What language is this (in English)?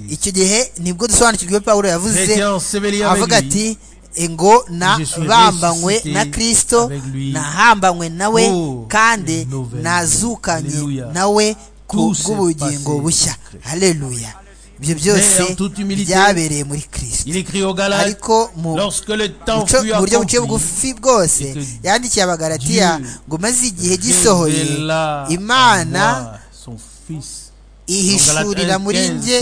Kinyarwanda